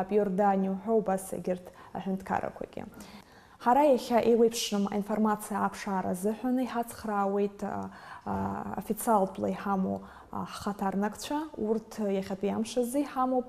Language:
Abkhazian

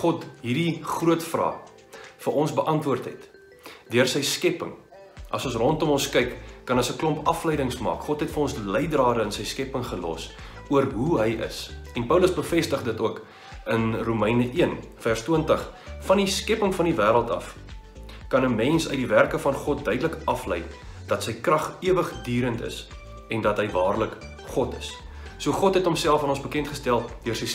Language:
Afrikaans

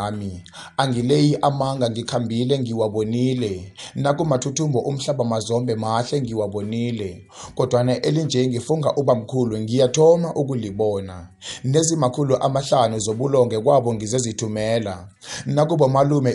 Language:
South Ndebele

